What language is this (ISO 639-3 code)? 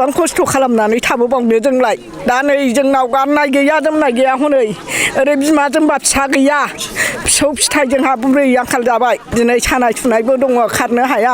brx